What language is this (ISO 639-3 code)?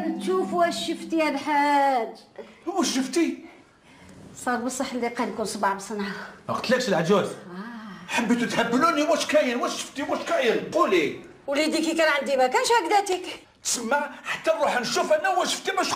arq